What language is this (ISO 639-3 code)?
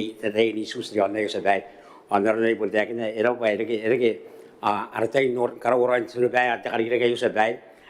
gil